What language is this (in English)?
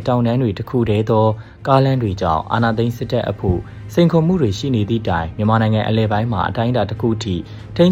Burmese